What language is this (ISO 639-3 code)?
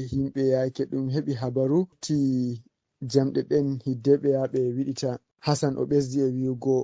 ful